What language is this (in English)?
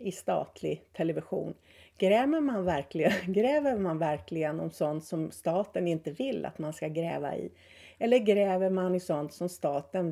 Swedish